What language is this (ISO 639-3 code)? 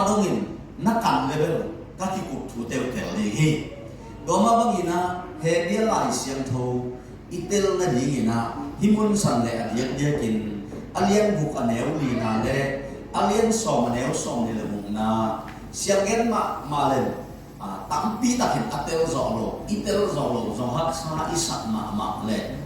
ctd